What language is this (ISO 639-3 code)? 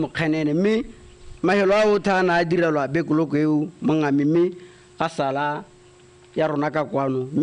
tsn